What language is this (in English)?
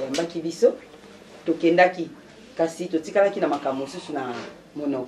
Lingala